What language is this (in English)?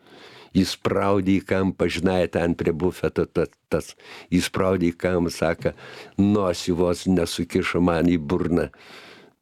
Lithuanian